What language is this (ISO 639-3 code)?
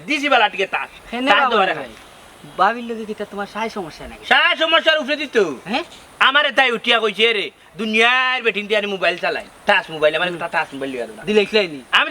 syl